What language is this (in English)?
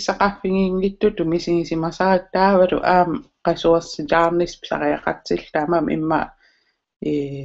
Kalaallisut